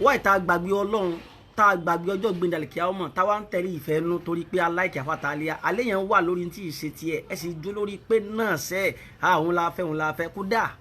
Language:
Yoruba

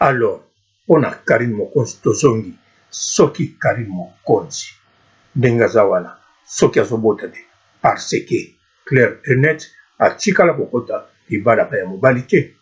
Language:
Lingala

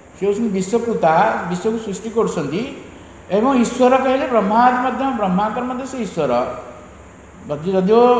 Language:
Odia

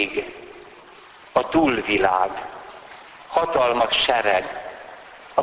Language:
Hungarian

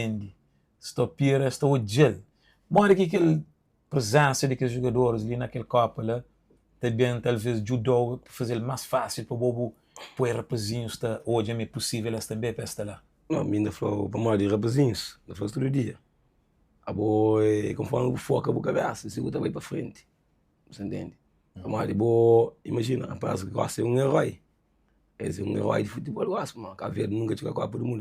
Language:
Kabuverdianu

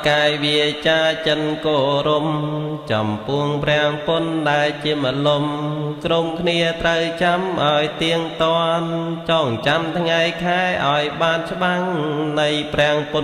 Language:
Khmer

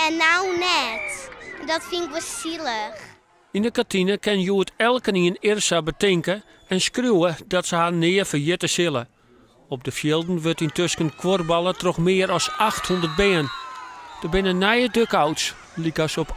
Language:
Western Frisian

